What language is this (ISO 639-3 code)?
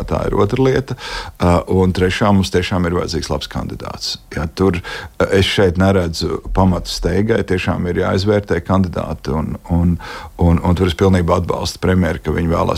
lav